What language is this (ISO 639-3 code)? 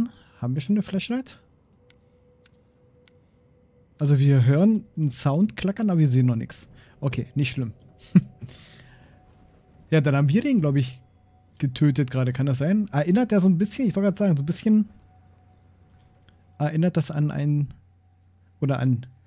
deu